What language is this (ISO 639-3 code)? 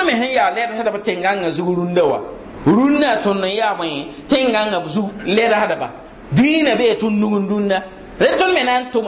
mos